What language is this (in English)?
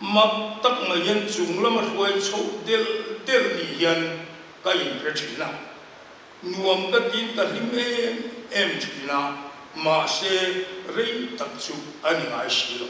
Mizo